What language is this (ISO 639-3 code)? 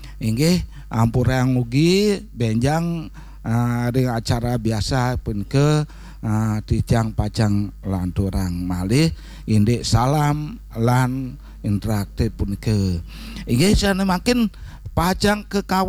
ban